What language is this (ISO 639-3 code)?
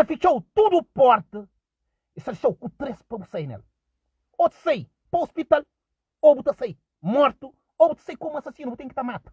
kea